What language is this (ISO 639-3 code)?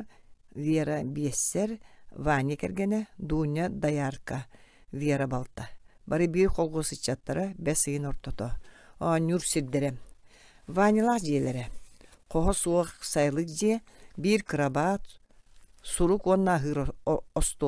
sah